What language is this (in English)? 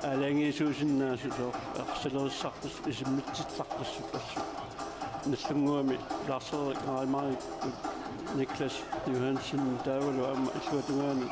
Kalaallisut